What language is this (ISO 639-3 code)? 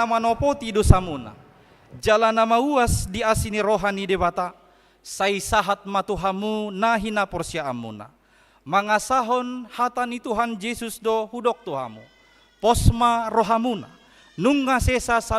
bbc